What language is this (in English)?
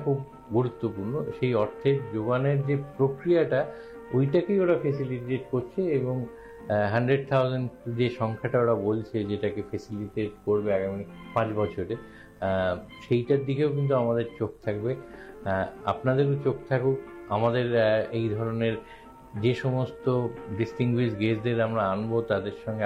Bangla